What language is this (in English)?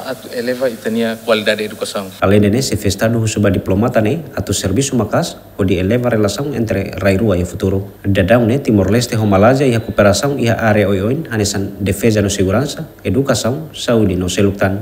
Tetum